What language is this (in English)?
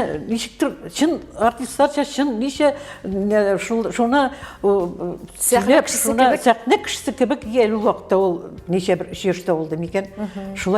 Tatar